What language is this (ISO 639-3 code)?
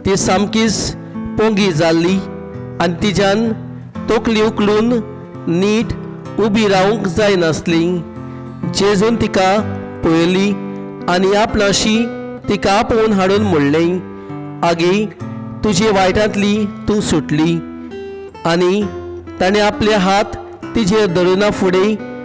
kok